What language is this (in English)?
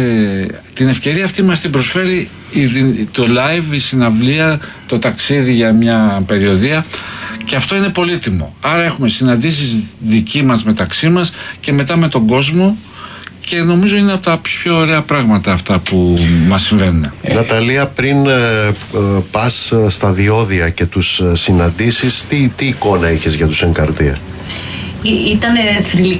Greek